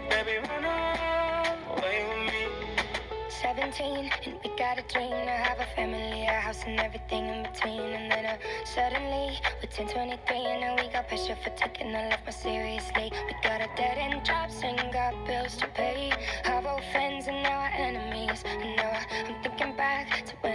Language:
English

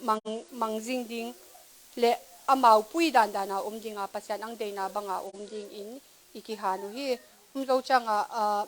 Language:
Tedim Chin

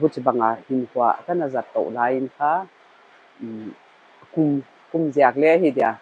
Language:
Paite Chin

